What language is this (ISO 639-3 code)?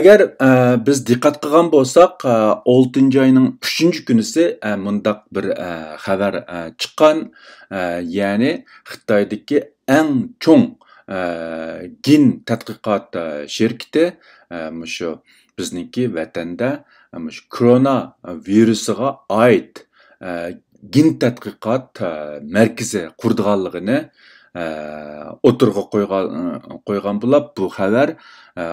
uig